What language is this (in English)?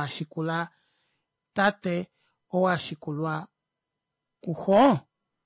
Kuanyama